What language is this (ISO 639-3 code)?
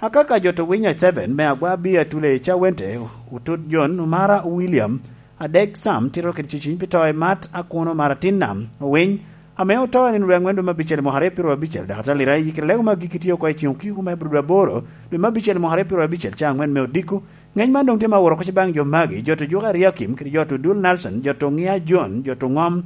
laj